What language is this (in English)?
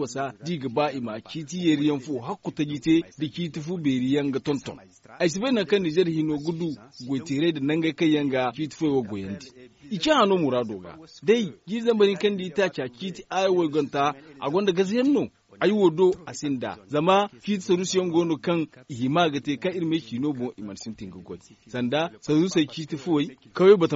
Zarma